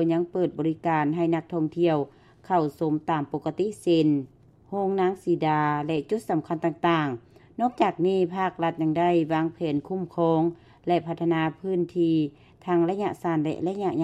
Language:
Lao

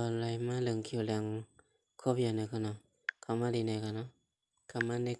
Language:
Shan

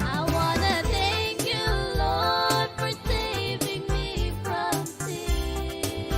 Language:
Pohnpeian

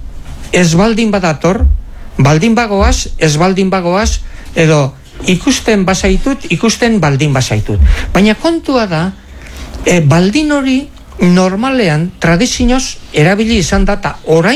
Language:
Basque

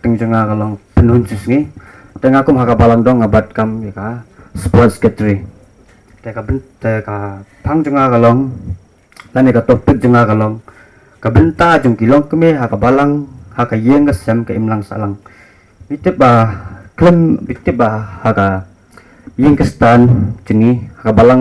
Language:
Khasi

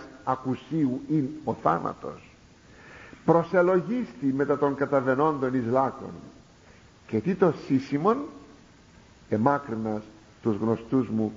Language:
Greek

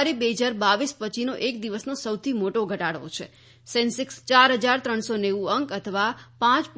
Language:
Gujarati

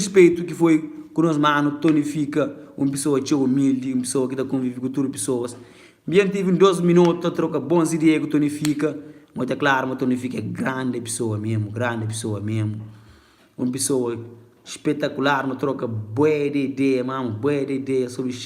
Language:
Kabuverdianu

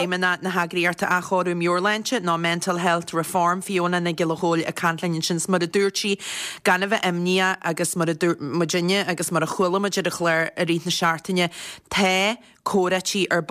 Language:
Irish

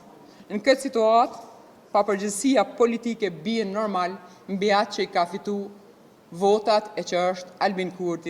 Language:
Albanian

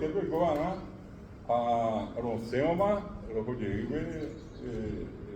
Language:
Guarani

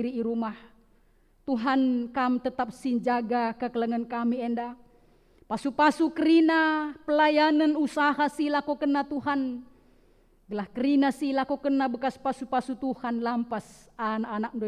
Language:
Batak Karo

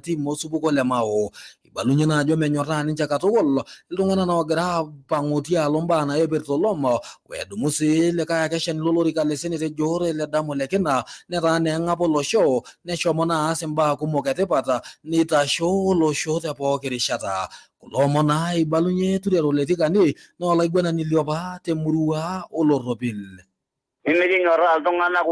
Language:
Masai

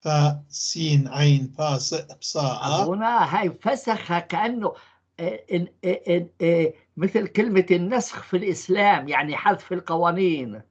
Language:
North Levantine Arabic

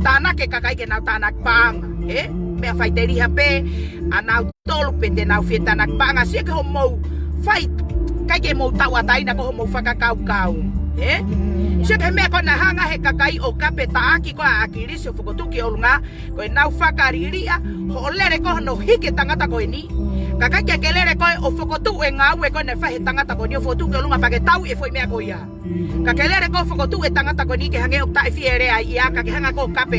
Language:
Tongan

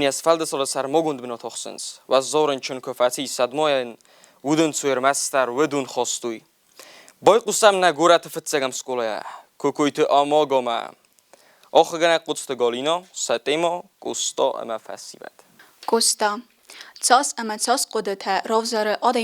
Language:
Ossetic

